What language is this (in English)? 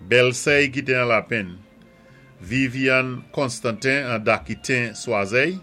Saint Lucian Creole French